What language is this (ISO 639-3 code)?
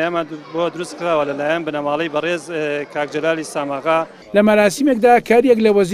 ckb